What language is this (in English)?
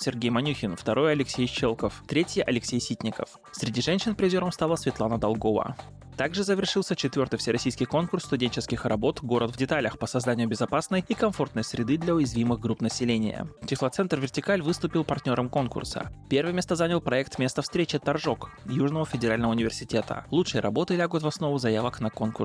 Russian